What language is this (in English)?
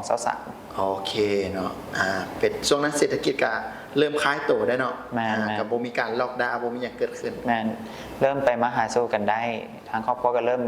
Lao